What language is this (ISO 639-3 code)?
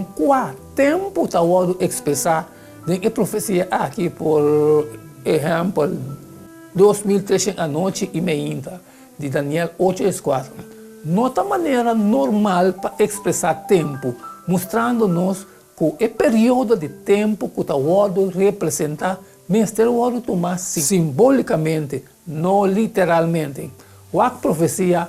pap